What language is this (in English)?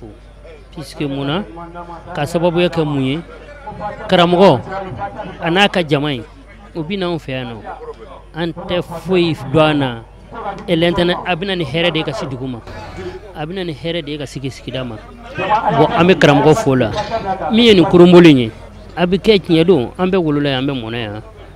Bambara